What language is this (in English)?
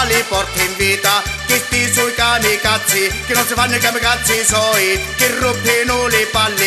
Sicilian